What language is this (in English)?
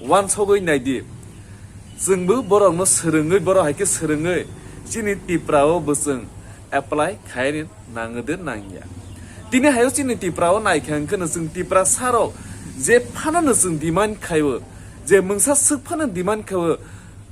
Kok Borok